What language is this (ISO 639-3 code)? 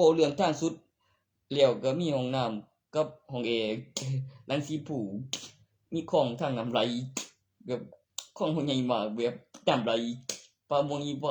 tts